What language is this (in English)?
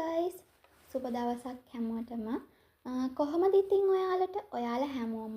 Sinhala